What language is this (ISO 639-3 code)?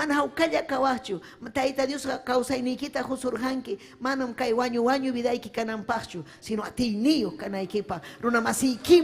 quy